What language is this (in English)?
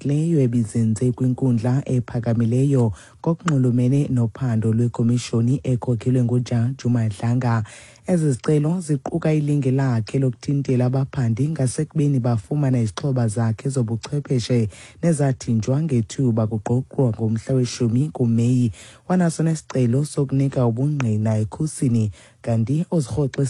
Xhosa